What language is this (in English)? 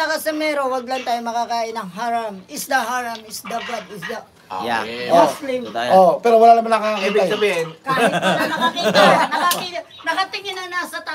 Filipino